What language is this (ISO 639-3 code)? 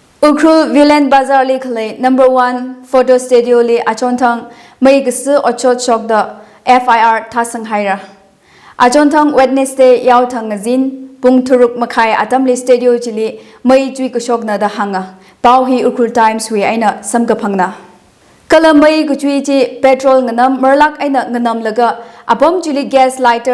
nmf